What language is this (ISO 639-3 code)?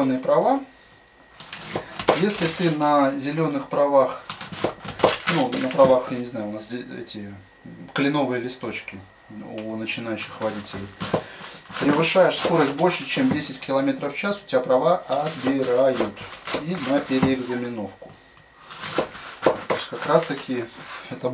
rus